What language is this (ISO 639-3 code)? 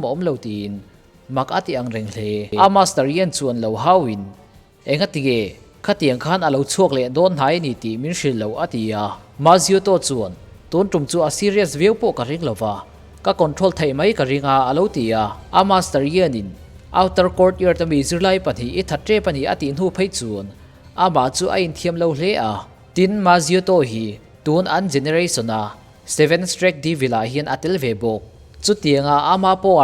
lus